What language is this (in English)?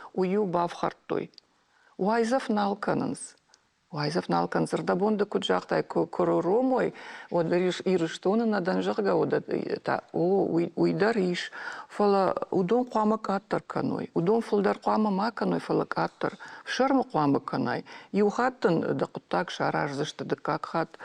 Ossetic